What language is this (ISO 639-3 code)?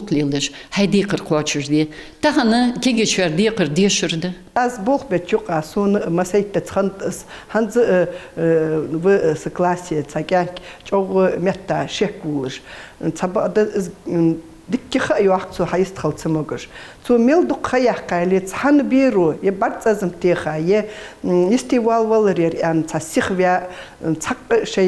inh